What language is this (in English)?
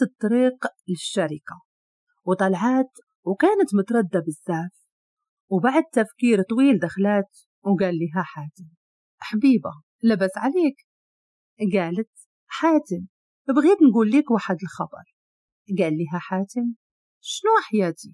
Moroccan Arabic